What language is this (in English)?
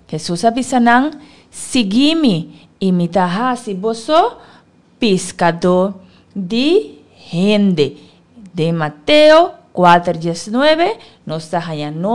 Papiamento